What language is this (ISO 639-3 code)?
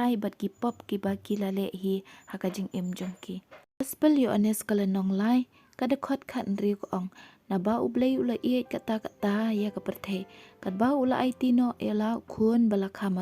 kha